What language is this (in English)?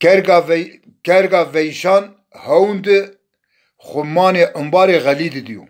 Zaza